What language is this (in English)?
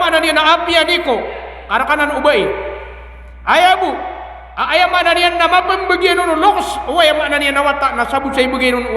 Maranao